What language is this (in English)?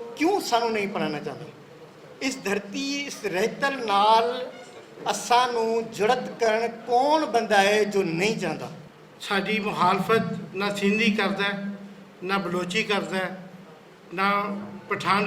Western Panjabi